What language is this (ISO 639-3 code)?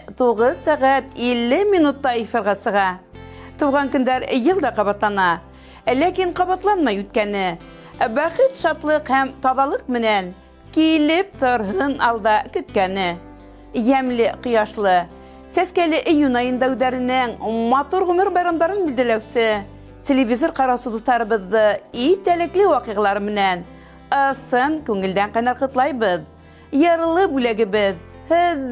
bak